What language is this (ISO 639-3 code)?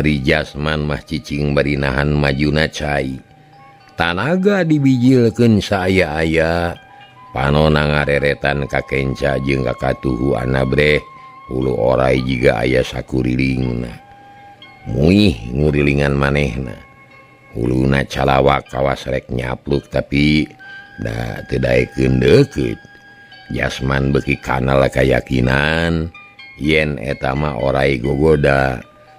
sun